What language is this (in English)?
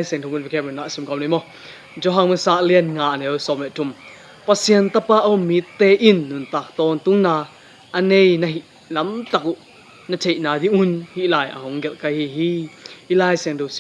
Tedim Chin